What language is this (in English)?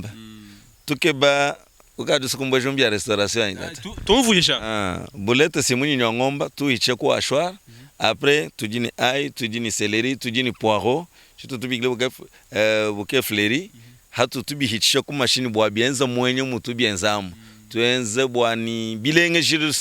Luba-Lulua